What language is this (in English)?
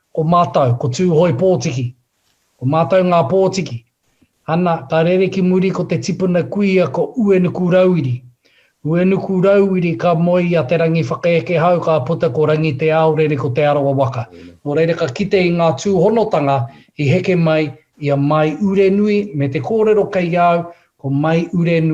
Māori